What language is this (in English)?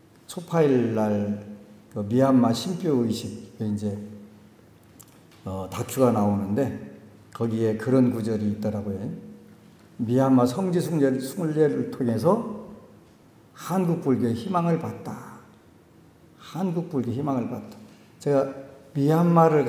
Korean